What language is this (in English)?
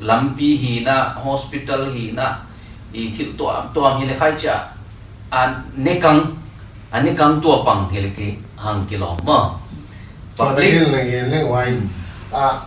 Paite Chin